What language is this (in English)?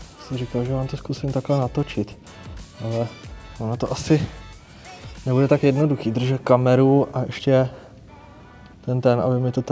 Czech